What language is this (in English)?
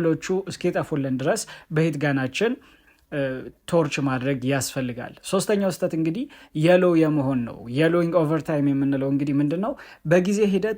Amharic